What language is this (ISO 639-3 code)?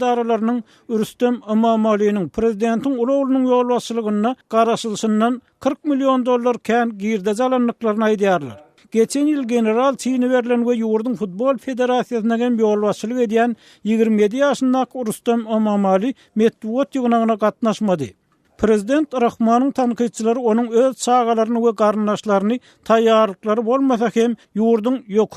tuk